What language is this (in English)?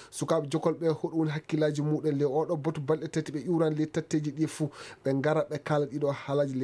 Maasina Fulfulde